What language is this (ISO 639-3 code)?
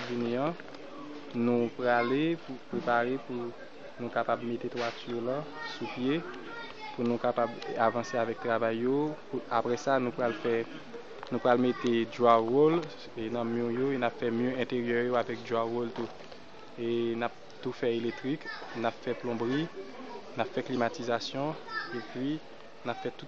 hat